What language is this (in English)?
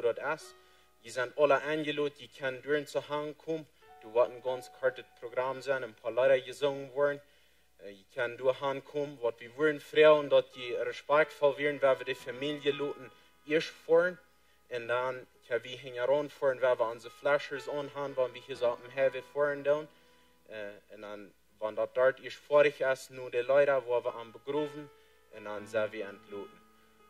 Plautdietsch